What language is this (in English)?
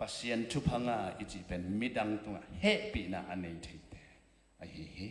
Tedim Chin